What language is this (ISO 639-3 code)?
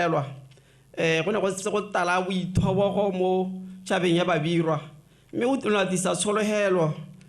tsn